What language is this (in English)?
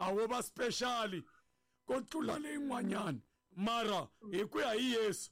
Tsonga